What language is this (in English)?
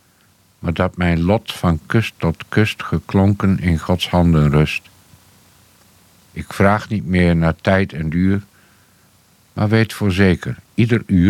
Dutch